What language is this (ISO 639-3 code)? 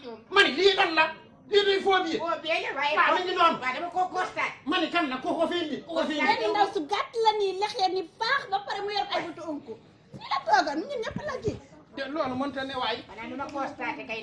wol